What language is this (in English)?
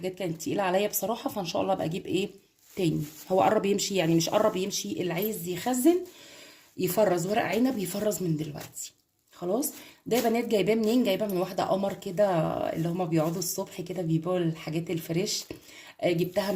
Egyptian Arabic